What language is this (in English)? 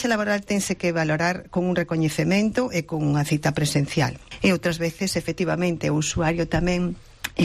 Galician